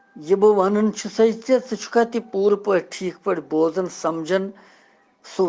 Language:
Kashmiri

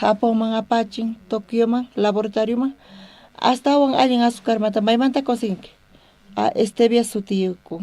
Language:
South Bolivian Quechua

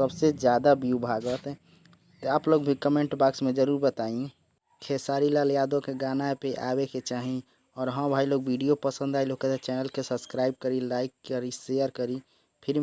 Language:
Bhojpuri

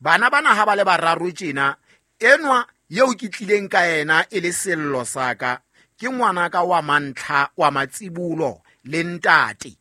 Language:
Southern Sotho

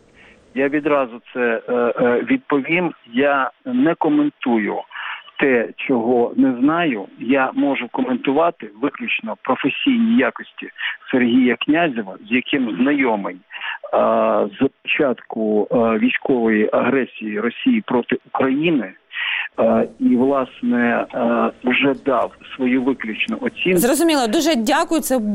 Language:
Ukrainian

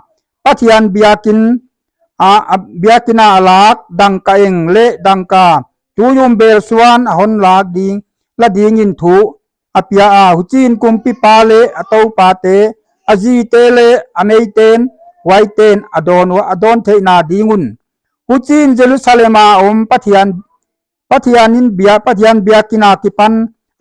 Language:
Paite Chin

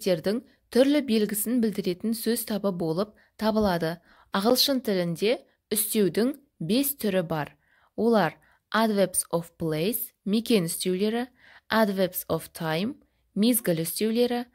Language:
Kazakh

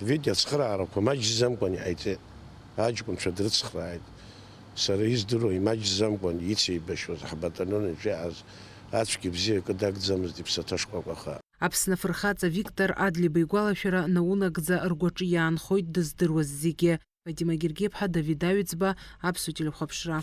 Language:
Abkhazian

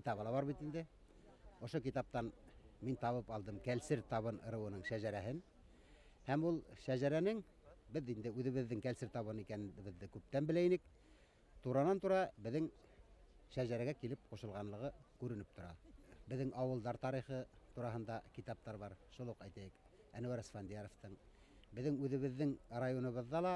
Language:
Bashkir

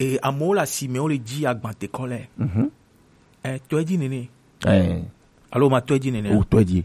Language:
Gen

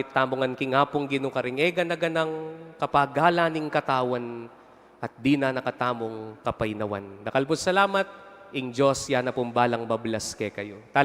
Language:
Pampanga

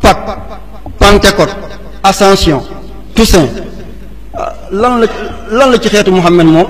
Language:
Wolof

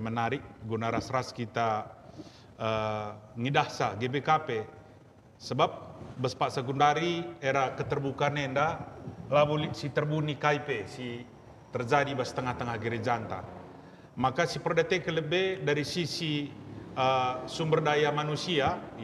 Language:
Batak Karo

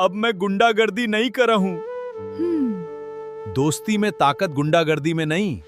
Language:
Chhattisgarhi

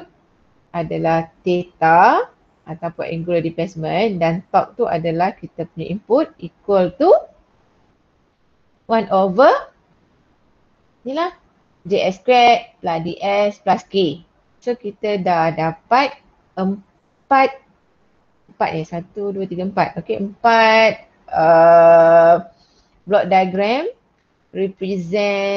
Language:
Malay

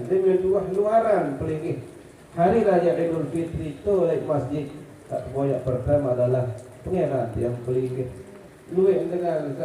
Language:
Sasak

